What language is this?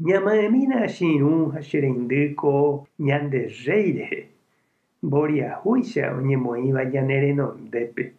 Guarani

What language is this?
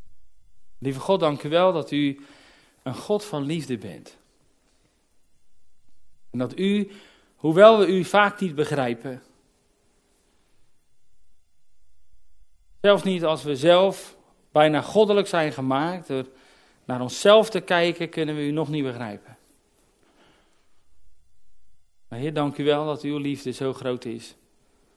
Dutch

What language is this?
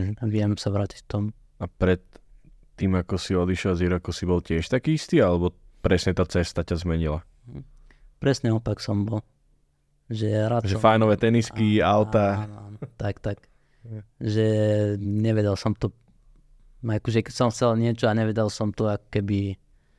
Slovak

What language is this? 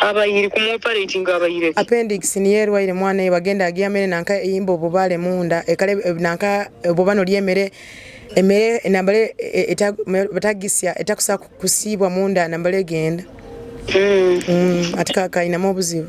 Nyoro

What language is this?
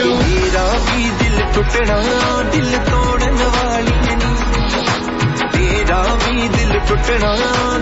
Punjabi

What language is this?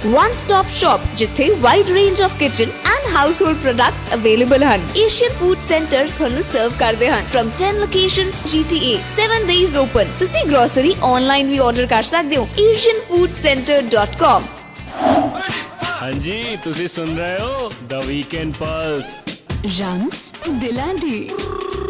Punjabi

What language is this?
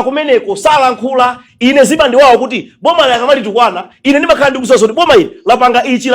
Nyanja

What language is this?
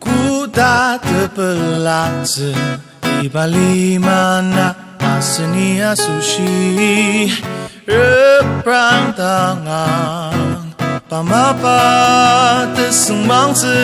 Ao Naga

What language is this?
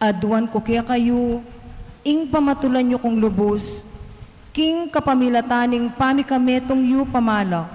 Pampanga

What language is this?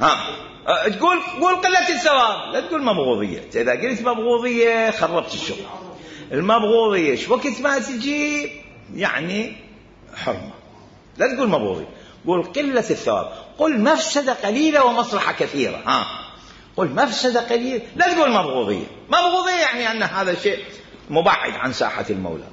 Mesopotamian Arabic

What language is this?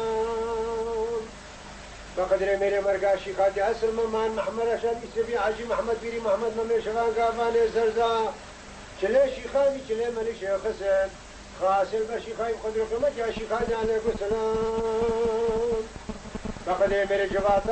Kurdish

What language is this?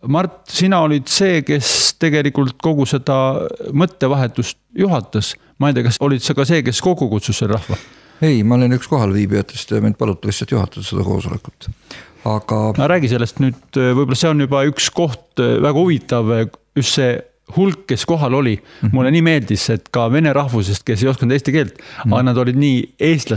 Estonian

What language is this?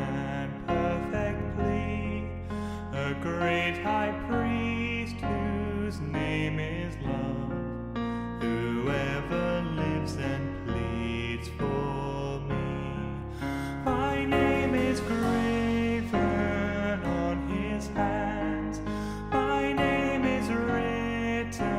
English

